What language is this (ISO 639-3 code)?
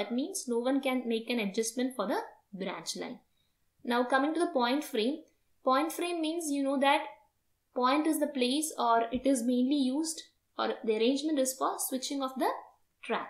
eng